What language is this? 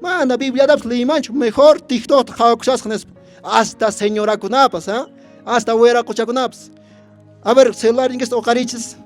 Quechua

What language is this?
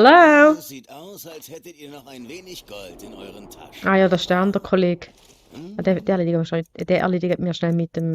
Swiss German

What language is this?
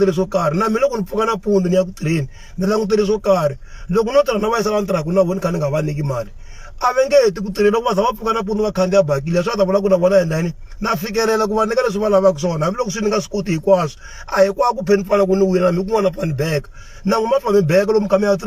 Tsonga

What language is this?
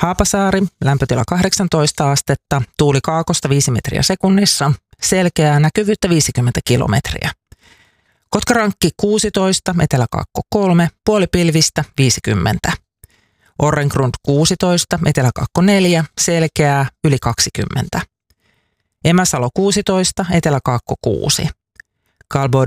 Finnish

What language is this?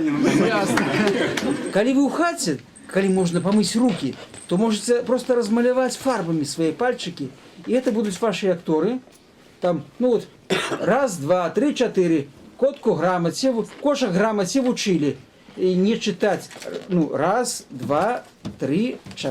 Belarusian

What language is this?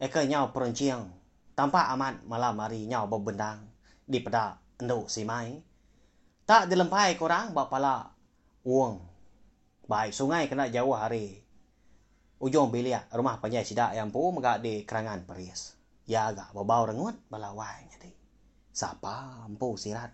Iban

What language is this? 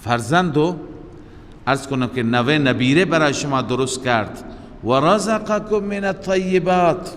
Persian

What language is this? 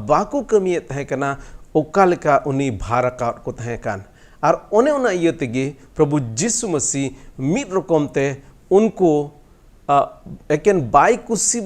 Santali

